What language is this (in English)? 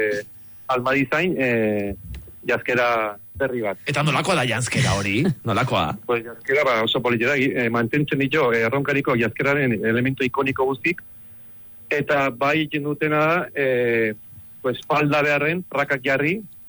Basque